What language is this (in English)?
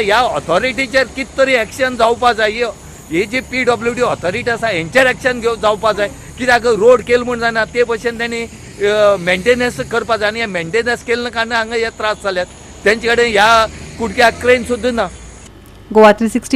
Konkani